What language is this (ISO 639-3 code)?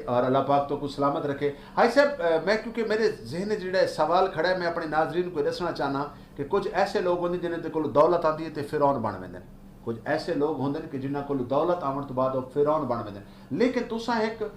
skr